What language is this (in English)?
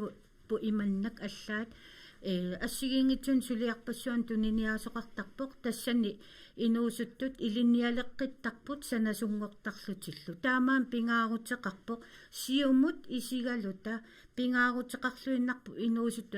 Kalaallisut